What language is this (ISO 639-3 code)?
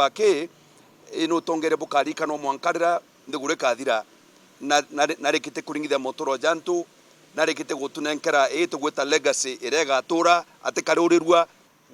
mer